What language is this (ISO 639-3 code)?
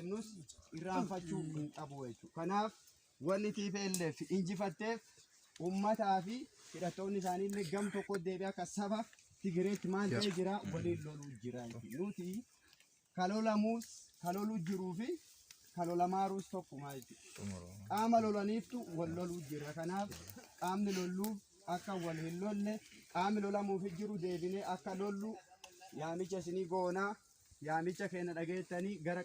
orm